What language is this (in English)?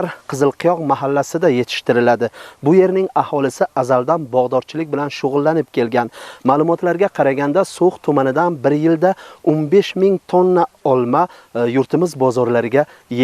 Uzbek